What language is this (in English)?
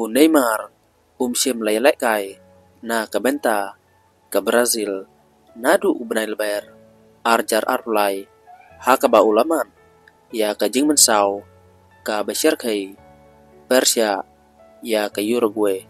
Khasi